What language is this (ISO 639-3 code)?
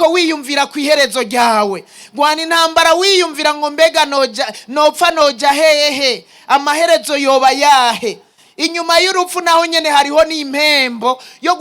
run